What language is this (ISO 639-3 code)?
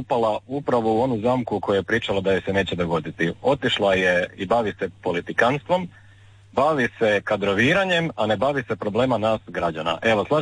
hrv